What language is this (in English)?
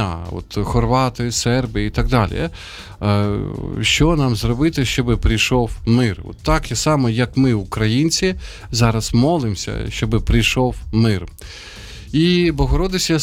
Ukrainian